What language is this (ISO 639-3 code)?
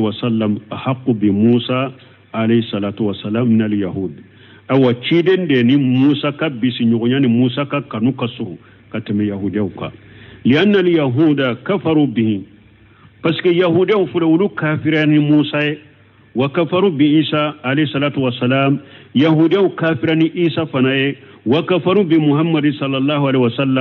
bam